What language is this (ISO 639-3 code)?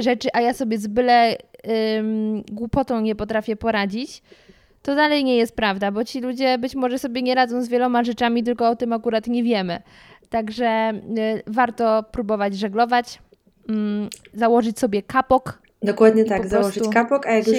pol